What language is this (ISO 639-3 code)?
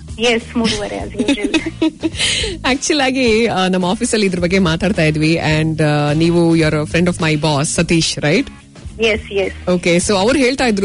kan